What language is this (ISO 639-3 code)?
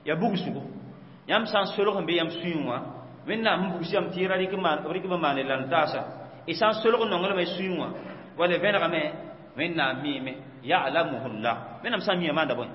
mos